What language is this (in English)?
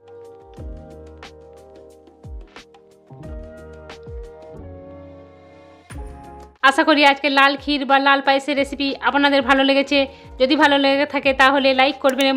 Bangla